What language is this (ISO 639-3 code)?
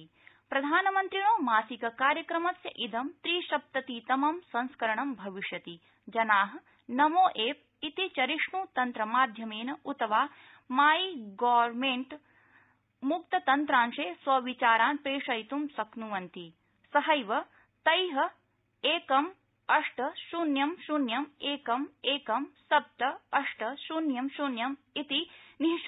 san